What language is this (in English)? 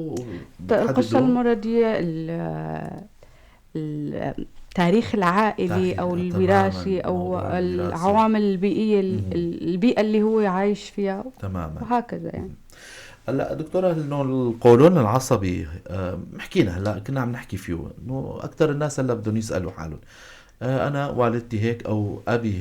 North Levantine Arabic